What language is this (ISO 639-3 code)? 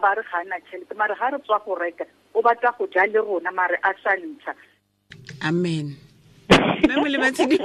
tsn